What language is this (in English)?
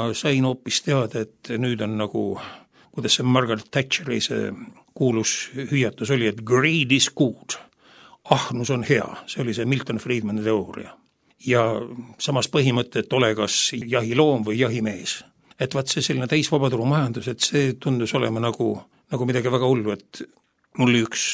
Estonian